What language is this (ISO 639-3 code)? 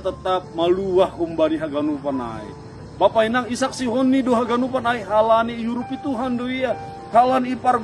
bts